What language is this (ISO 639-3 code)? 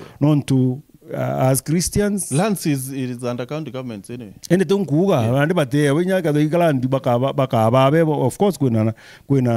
mer